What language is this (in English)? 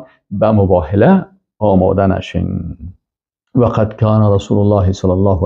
Persian